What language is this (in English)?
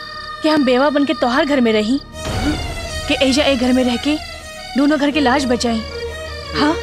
Bhojpuri